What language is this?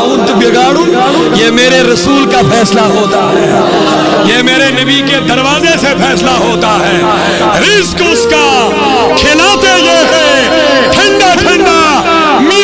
Kashmiri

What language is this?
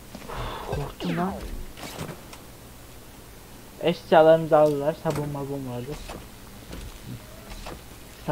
Turkish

